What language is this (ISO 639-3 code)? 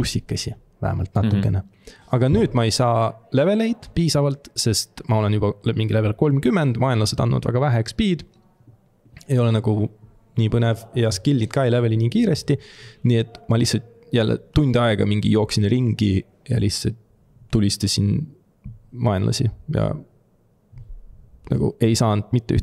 est